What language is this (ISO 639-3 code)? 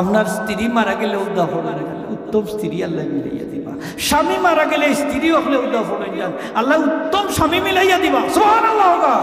syl